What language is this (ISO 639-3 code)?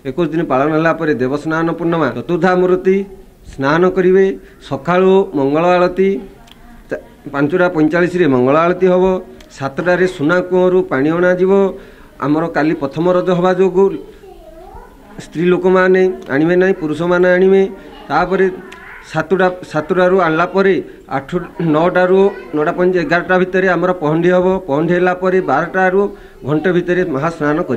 ori